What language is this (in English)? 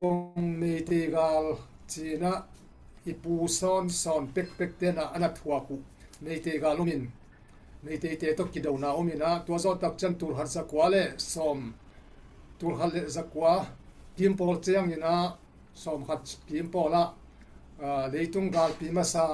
Tedim Chin